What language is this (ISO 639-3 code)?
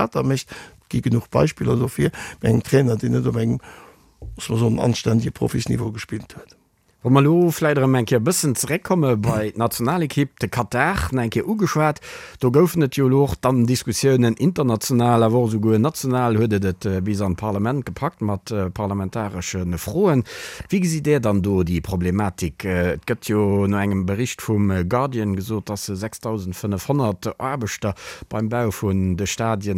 ltz